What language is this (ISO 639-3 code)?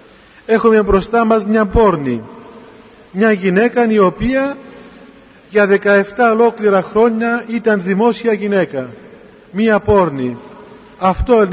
ell